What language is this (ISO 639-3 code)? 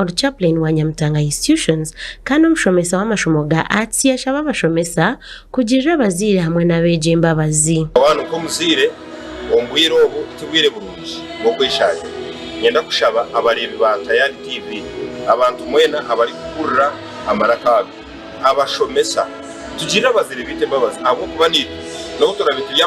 nyn